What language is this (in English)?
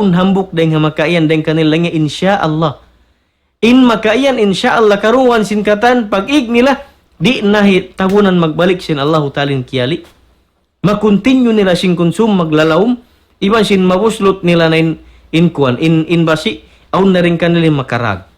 Tausug